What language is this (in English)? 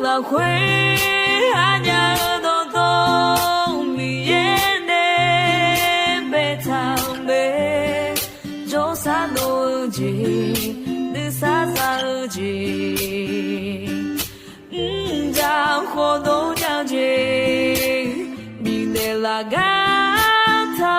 Akha